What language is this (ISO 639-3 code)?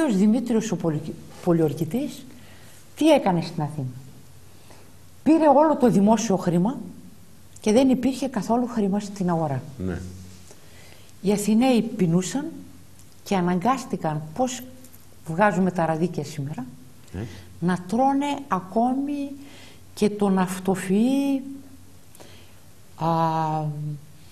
ell